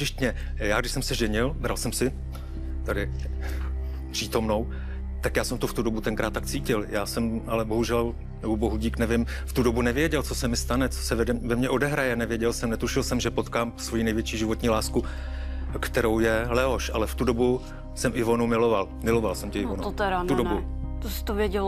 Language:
Czech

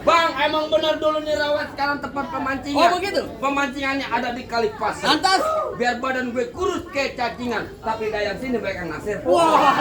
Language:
Betawi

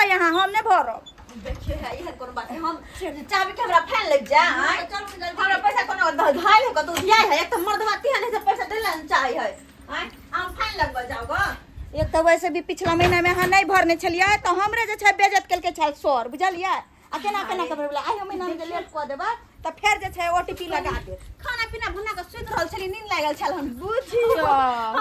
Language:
Maithili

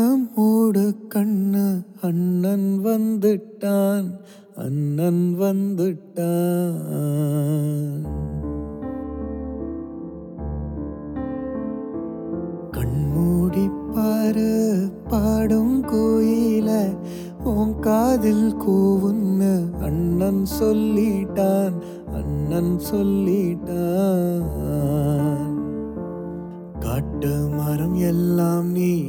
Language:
Tamil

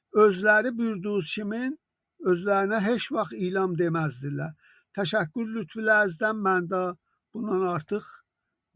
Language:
South Azerbaijani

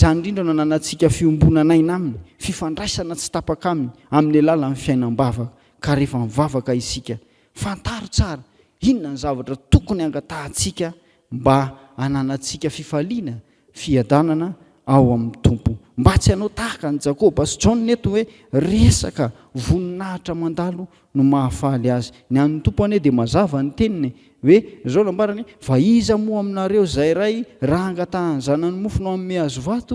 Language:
Malagasy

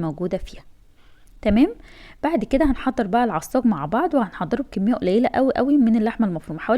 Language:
Egyptian Arabic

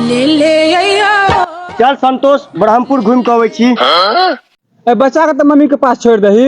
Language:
Maithili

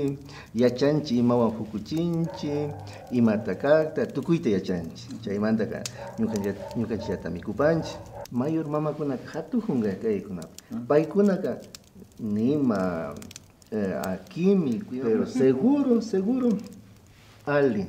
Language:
Imbabura Highland Quichua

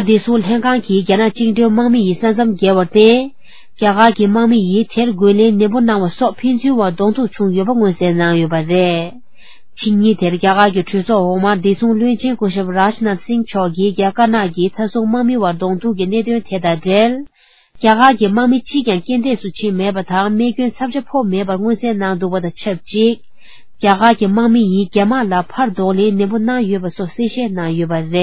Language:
Tibetan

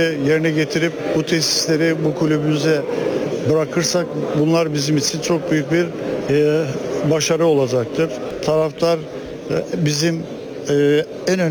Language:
Turkish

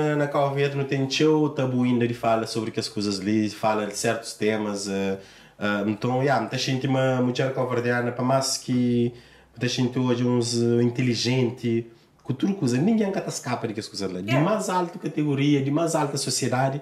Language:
Kabuverdianu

